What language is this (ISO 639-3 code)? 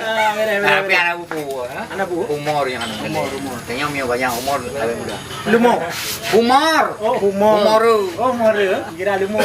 ace